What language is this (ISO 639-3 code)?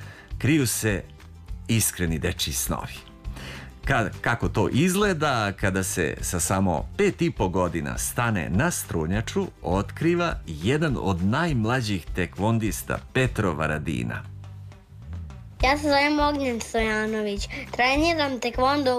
srp